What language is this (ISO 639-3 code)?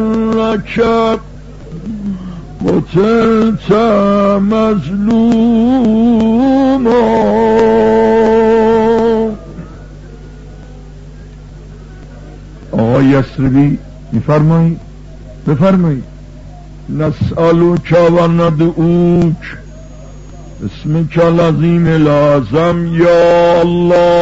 fas